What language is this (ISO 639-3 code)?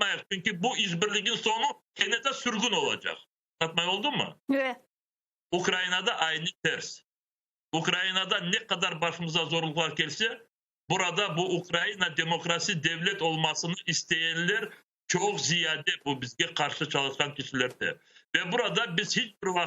crh